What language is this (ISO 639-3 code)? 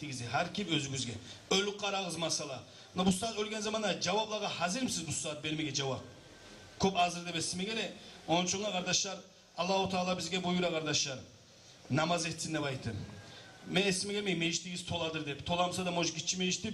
kum